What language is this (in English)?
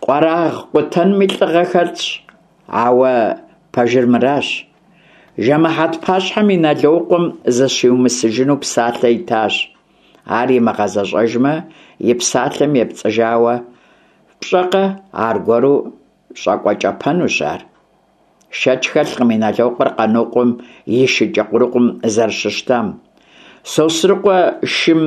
Kabardian